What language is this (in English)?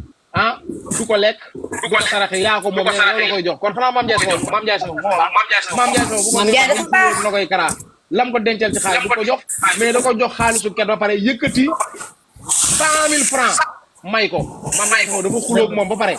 Wolof